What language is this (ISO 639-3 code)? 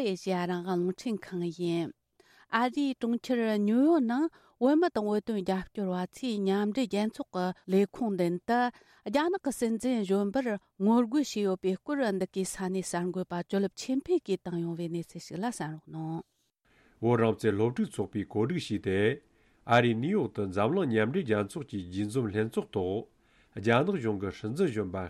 bod